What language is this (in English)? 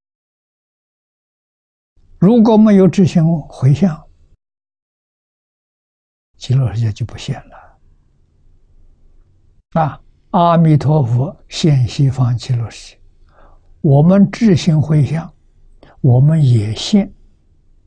Chinese